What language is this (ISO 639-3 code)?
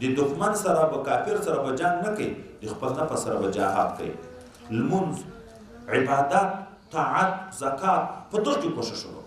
pus